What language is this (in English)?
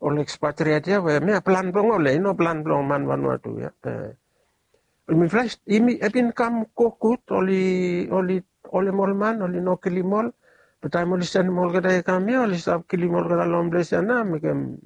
Bislama